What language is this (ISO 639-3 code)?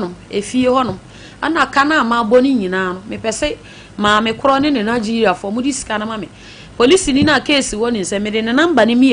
aka